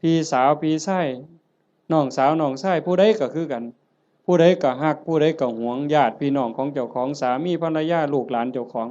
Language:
Northeastern Thai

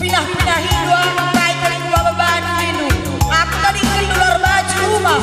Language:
Batak Karo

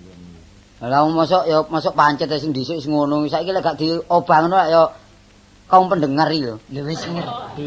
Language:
Javanese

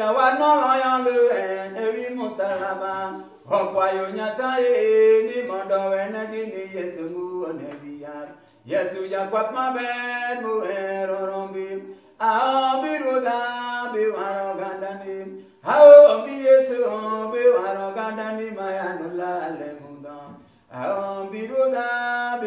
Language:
Luo (Kenya and Tanzania)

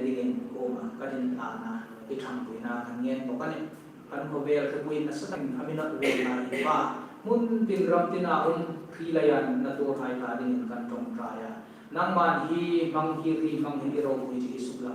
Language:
Hmar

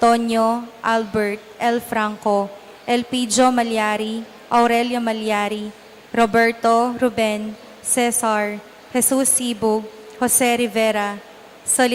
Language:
Pampanga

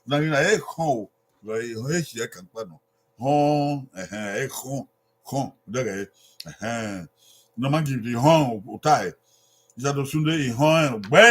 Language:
Bini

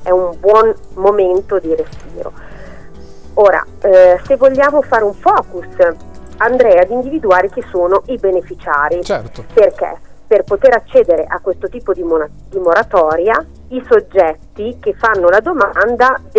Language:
Italian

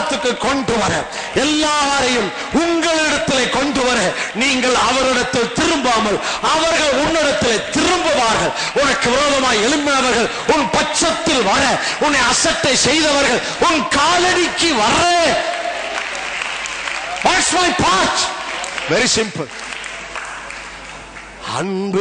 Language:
Tamil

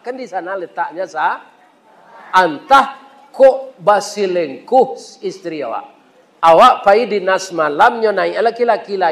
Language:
Minangkabau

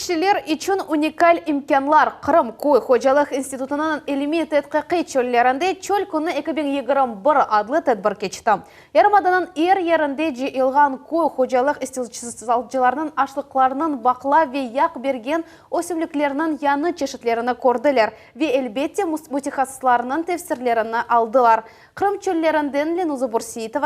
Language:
Crimean Tatar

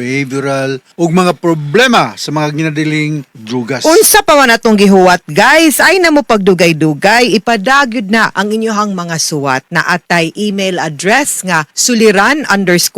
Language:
Cebuano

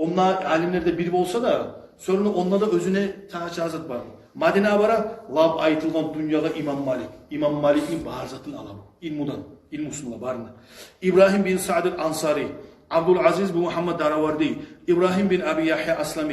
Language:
Kumyk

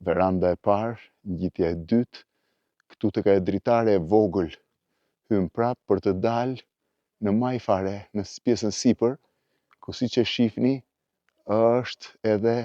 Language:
Albanian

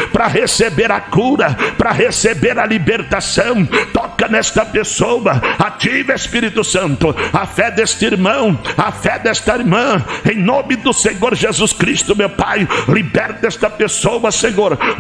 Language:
Portuguese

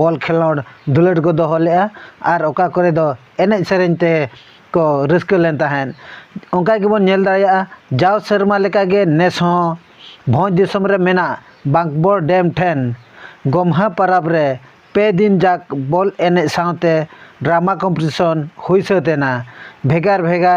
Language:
Santali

